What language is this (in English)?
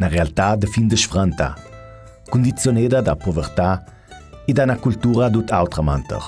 Ladin